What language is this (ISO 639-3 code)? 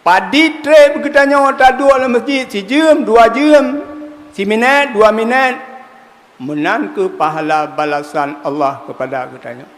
ace